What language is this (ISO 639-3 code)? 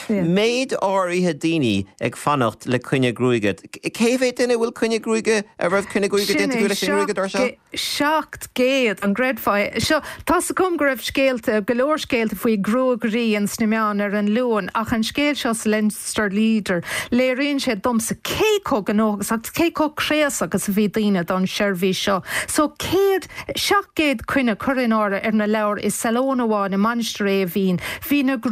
gle